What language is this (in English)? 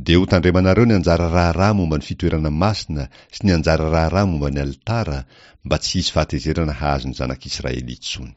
Malagasy